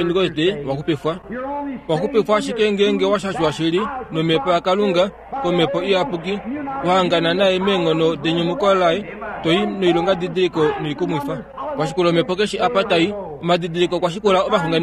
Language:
Kuanyama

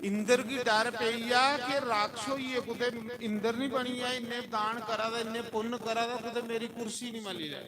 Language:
Dogri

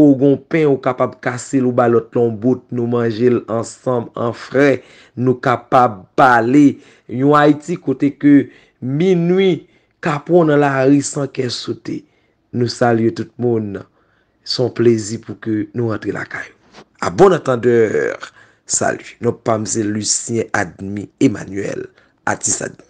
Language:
Haitian Creole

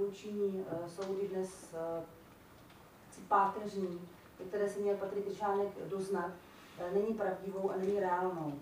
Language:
Czech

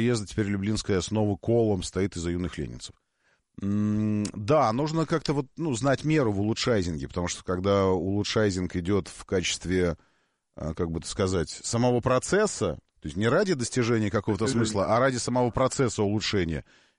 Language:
Russian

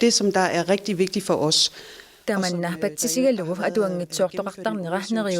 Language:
Kalaallisut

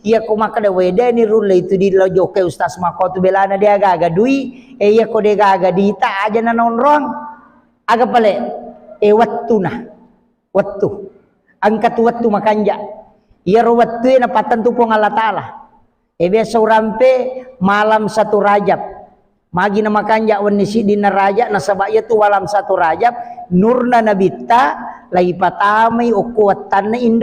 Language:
Buginese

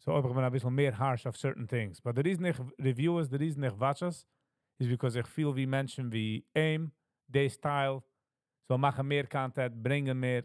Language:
Yiddish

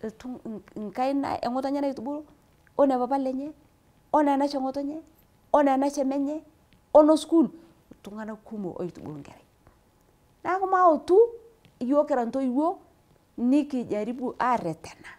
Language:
Masai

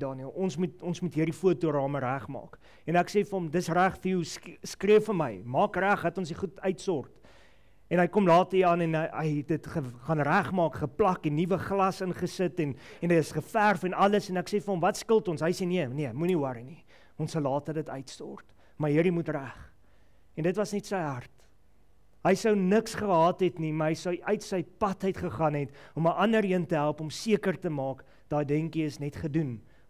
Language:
Afrikaans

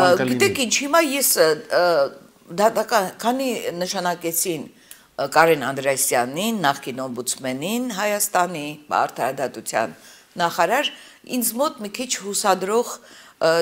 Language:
Armenian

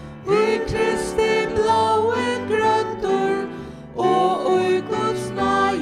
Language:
Faroese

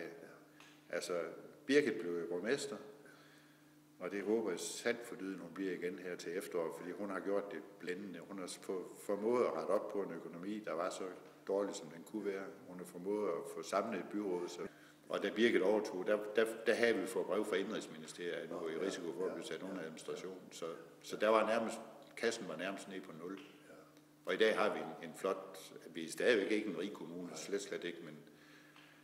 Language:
Danish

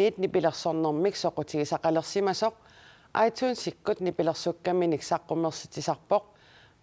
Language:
Kalaallisut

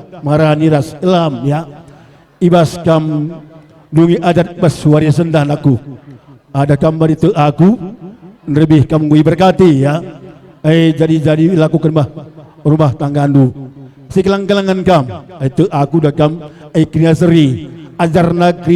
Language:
Batak Karo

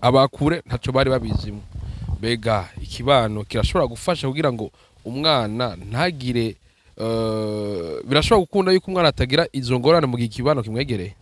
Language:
Rundi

